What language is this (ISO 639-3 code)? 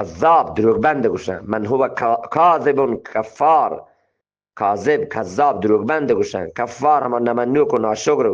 bgp